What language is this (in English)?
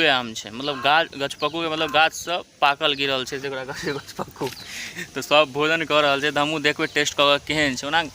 Maithili